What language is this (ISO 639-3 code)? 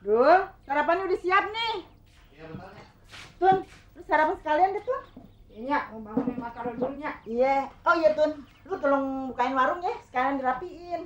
bew